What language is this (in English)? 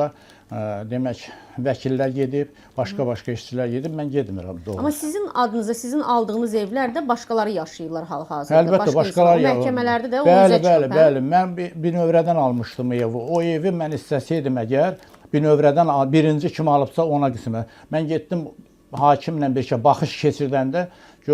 Azerbaijani